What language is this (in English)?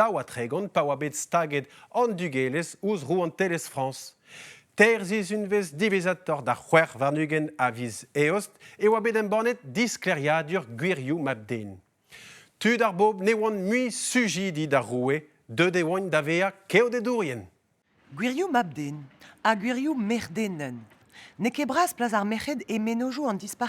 Breton